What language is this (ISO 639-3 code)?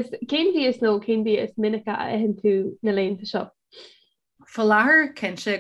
gle